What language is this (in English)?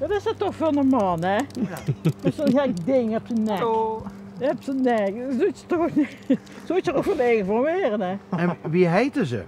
Limburgish